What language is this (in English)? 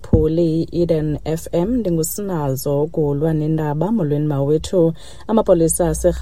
Xhosa